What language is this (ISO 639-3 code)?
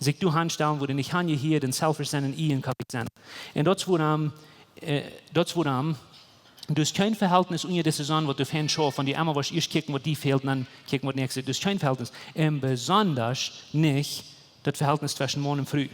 pdt